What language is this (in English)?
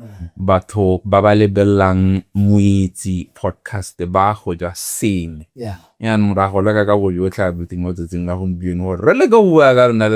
Tswana